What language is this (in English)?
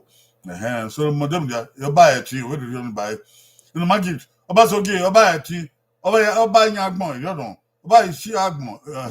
Bini